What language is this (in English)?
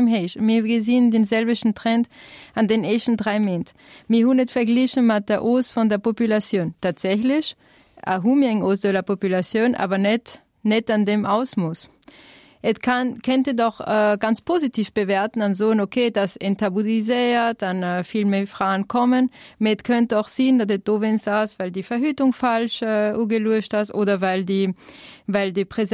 Luxembourgish